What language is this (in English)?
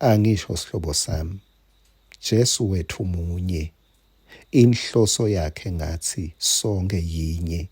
Swati